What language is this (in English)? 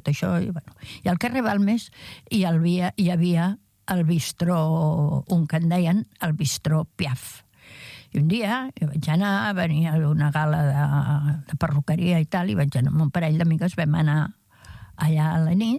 Catalan